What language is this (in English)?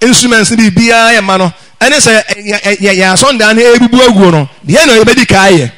Akan